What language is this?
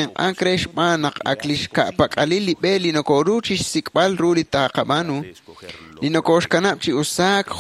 Kekchí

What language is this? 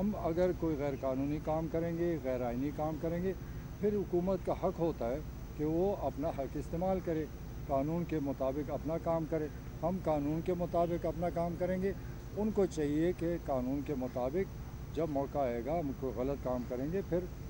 Urdu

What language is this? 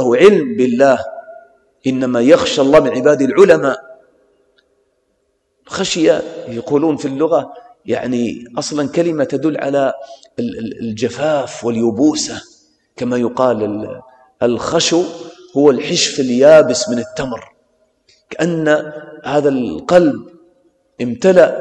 Arabic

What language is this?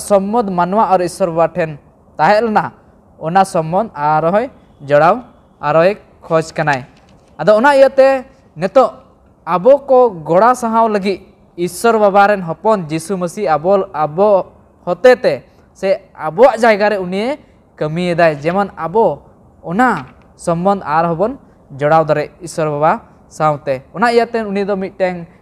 Santali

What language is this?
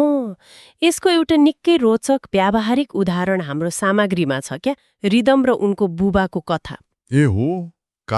Nepali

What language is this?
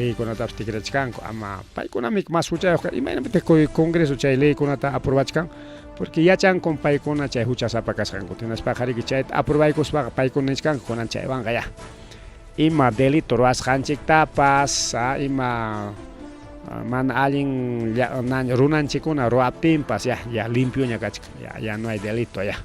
Ayacucho Quechua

